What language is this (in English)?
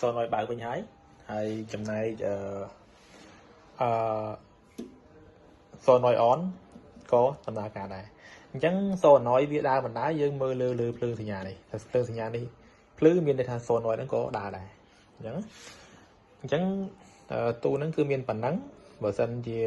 Khmer